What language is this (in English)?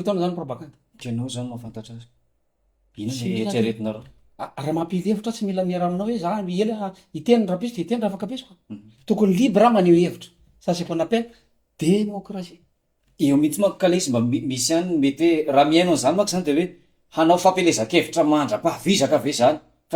Malagasy